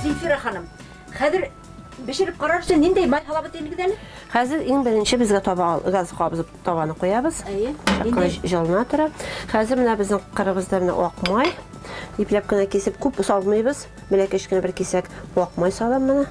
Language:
Bashkir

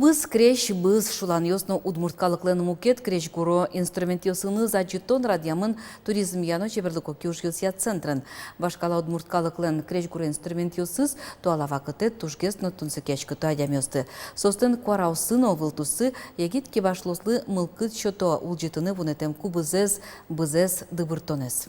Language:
Udmurt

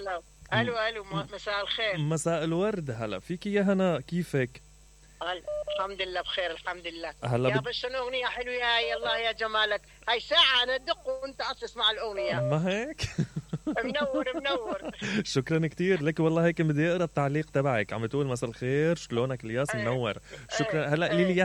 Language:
Mesopotamian Arabic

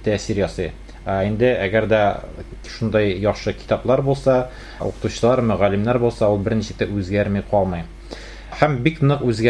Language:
Tatar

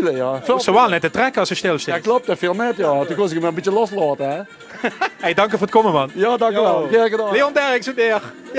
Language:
Limburgish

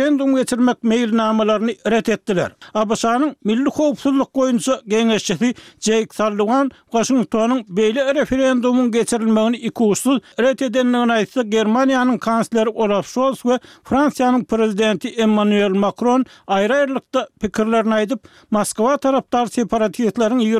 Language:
Turkmen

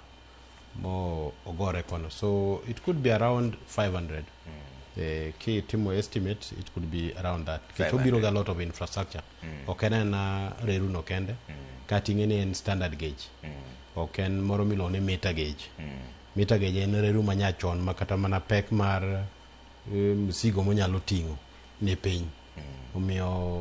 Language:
Luo (Kenya and Tanzania)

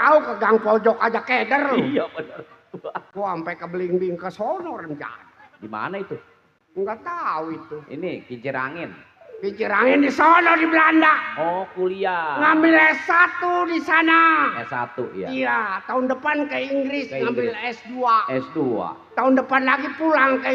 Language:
Betawi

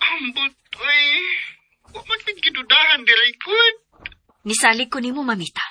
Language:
Cebuano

